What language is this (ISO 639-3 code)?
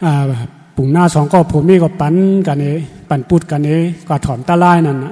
shn